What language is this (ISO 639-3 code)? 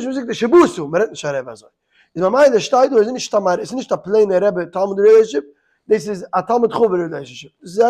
yid